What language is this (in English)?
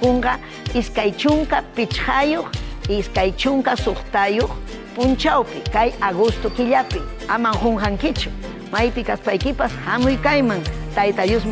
Ayacucho Quechua